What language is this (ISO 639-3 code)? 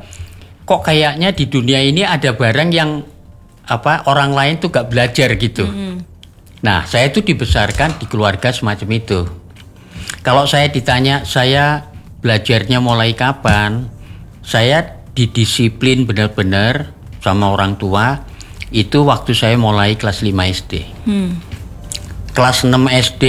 ind